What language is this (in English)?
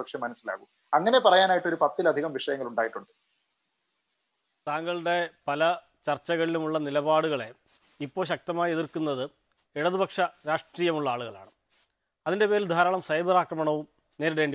Malayalam